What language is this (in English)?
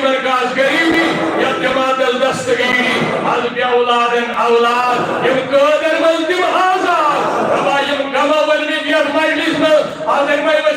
Kashmiri